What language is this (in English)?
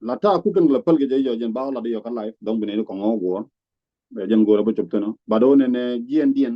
Nuer